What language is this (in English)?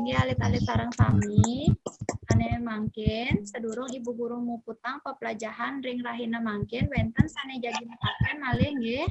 Balinese